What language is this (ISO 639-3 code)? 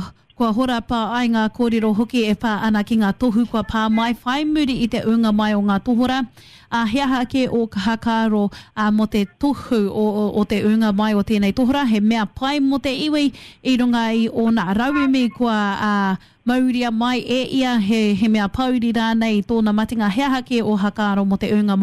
mri